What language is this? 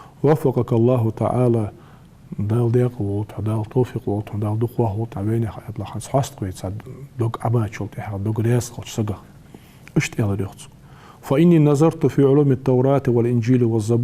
Ingush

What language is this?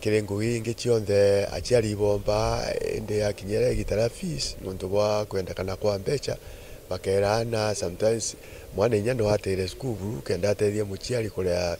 Meru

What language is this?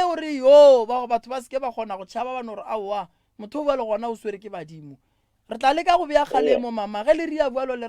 Northern Sotho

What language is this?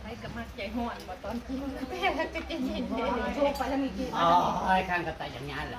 Northeastern Thai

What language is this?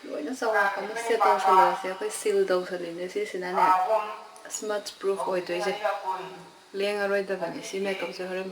Manipuri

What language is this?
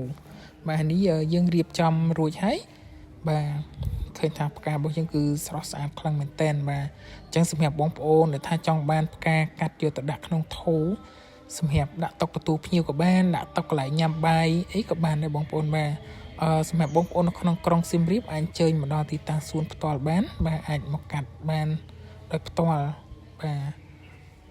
Khmer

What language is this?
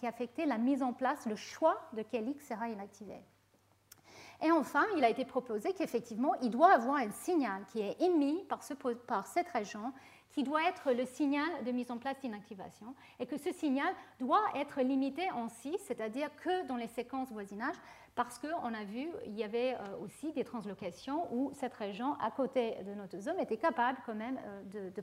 French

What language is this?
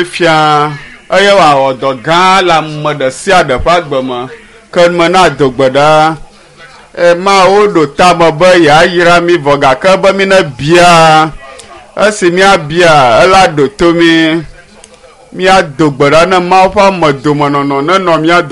Ewe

